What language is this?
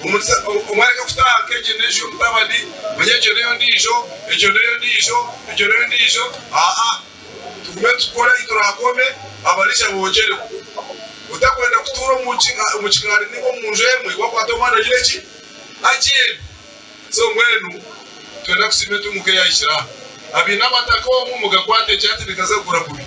Nyankole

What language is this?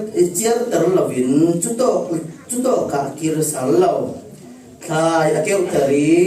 Falam Chin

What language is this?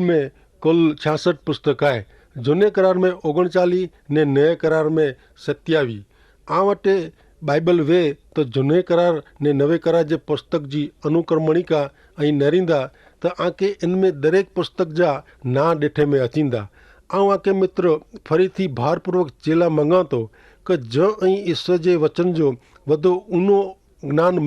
Kachhi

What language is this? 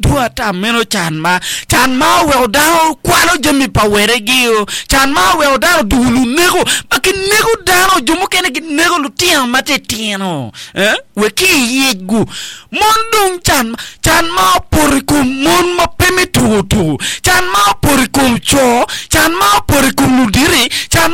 Acoli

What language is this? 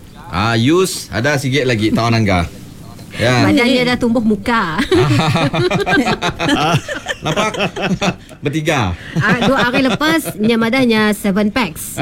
Malay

